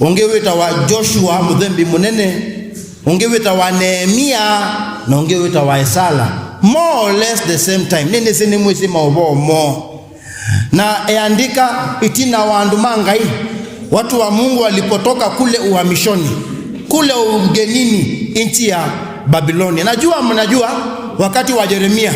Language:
Kamba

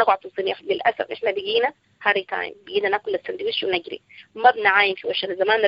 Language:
Sudanese Arabic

